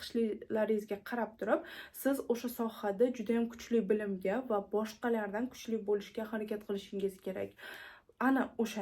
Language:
Uzbek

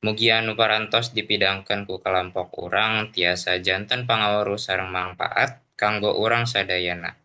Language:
Sundanese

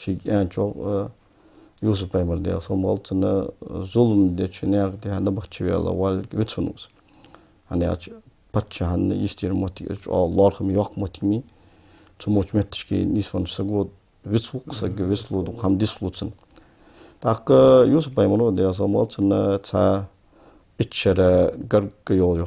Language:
Ingush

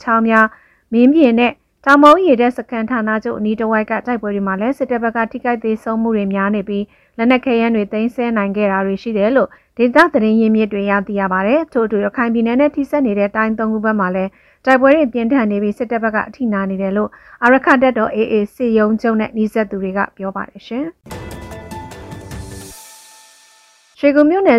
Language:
Burmese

